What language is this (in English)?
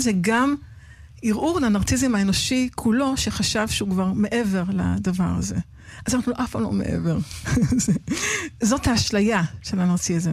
Hebrew